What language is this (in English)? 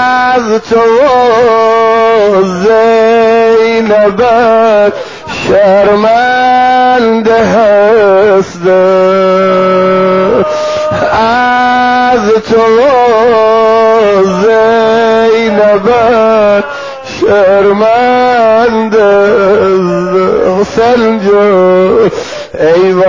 Persian